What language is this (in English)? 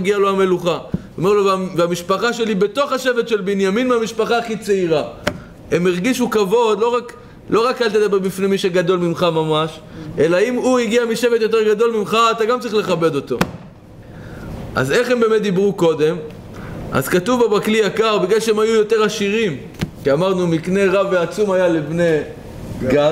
Hebrew